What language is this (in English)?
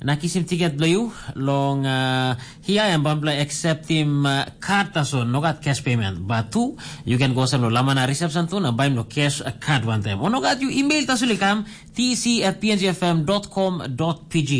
Tok Pisin